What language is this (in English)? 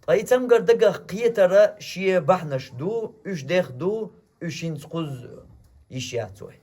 Chechen